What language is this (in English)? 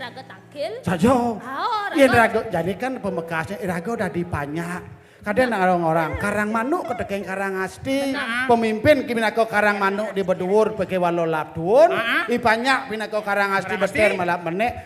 Balinese